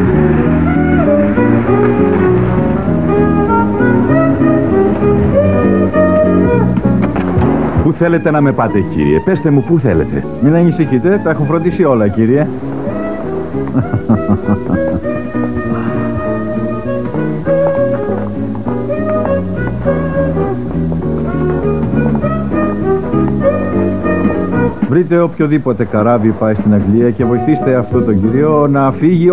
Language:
Greek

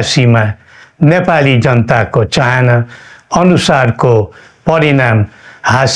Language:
Nepali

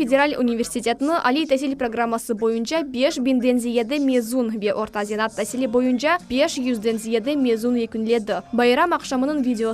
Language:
Crimean Tatar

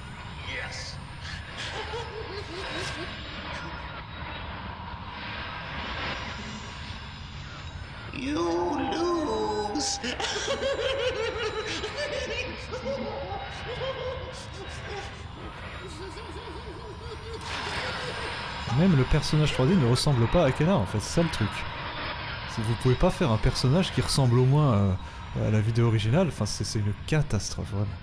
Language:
French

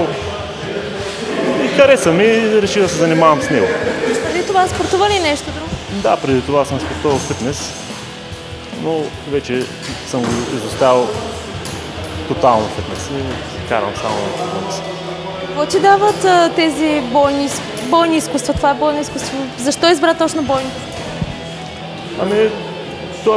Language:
Bulgarian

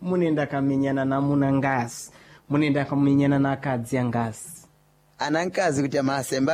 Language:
Sena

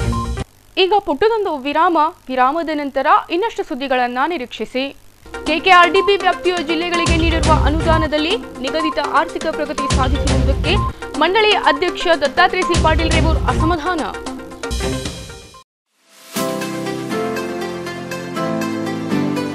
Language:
Kannada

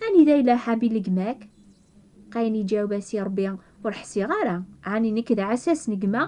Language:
Kabyle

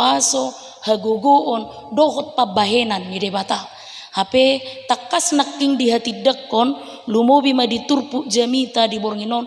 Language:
Batak Toba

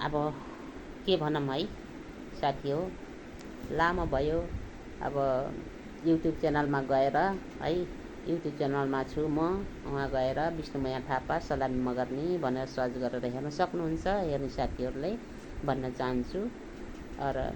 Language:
Nepali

